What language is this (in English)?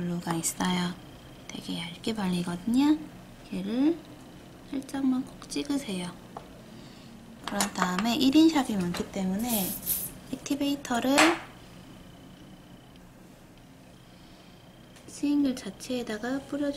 Korean